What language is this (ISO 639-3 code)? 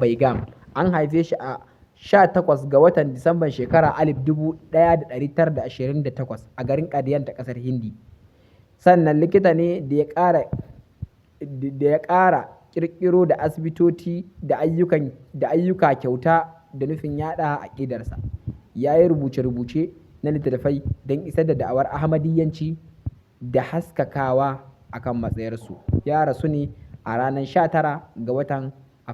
hau